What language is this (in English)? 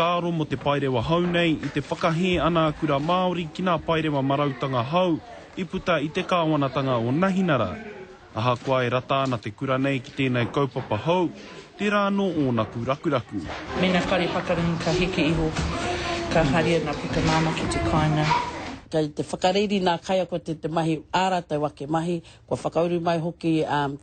Māori